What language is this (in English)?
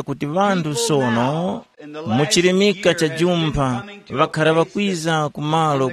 Tumbuka